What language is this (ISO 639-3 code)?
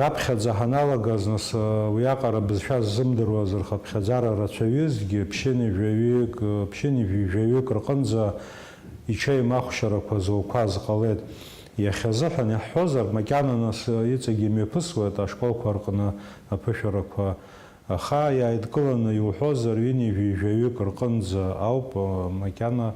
abk